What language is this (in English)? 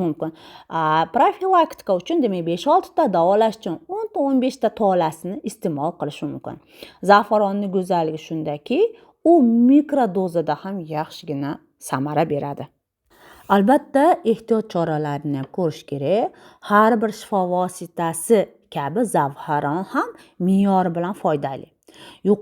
Uzbek